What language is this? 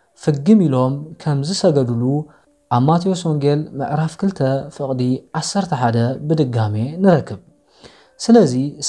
Tigrinya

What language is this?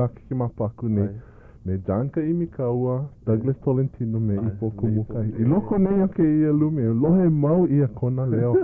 Hawaiian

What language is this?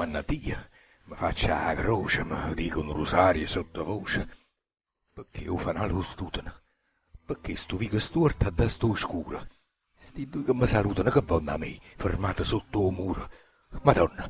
Neapolitan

